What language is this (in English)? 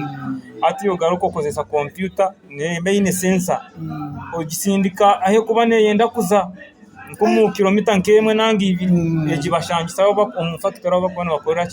Nyankole